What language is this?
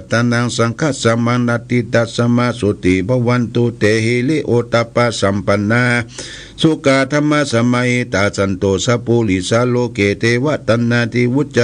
Pali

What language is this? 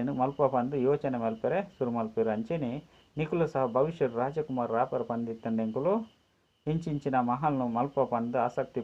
Tulu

